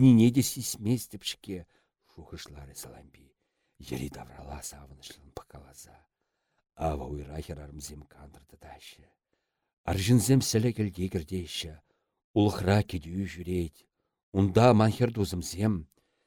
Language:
Chuvash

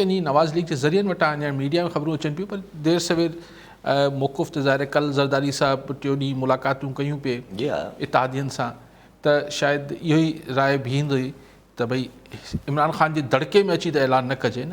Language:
Sindhi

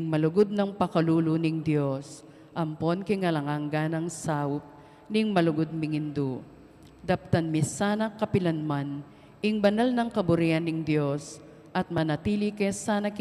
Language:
Pampanga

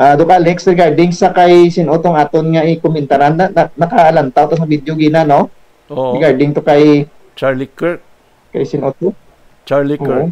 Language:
Hiligaynon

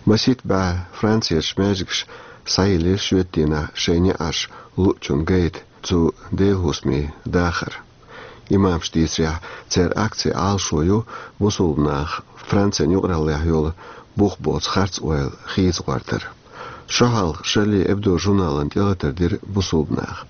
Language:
Chechen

